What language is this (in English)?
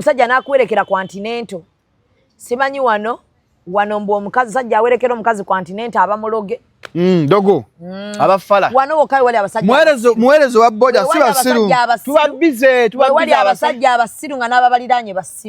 Ganda